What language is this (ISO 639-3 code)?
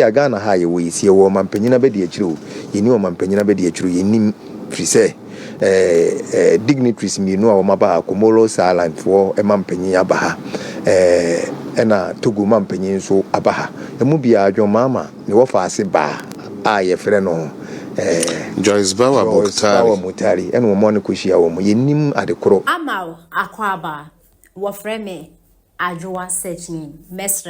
aka